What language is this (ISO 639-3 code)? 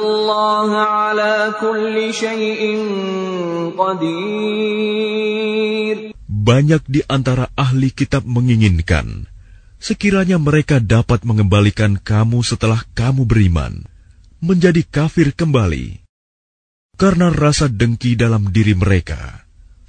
ind